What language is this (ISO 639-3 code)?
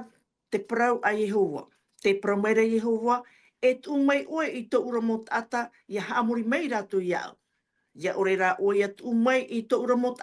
tah